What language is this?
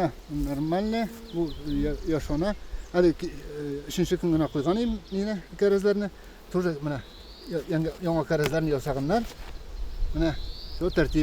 Tatar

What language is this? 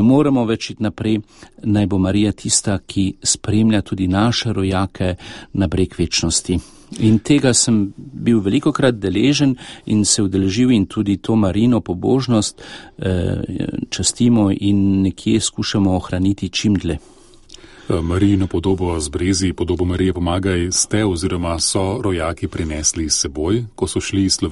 Slovenian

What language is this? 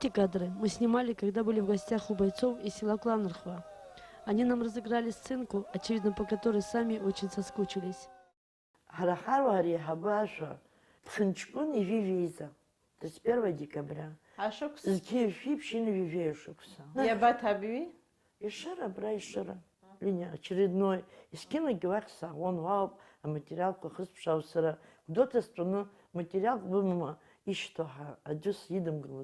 Abkhazian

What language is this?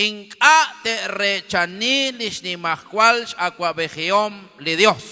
Kekchí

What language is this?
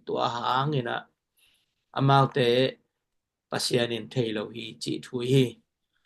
Tedim Chin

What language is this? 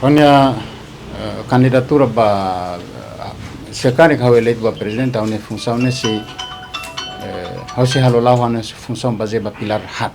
Tetum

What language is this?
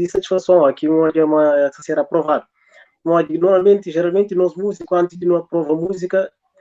Kabuverdianu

